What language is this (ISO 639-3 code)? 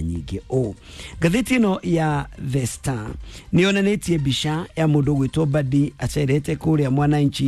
kik